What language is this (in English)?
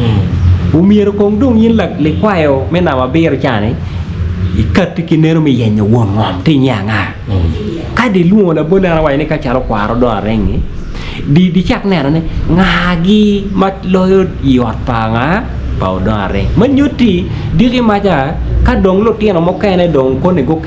Acoli